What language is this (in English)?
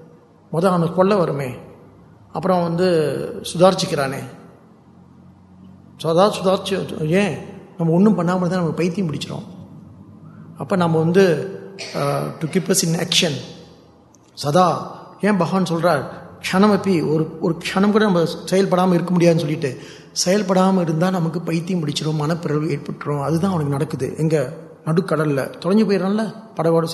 Tamil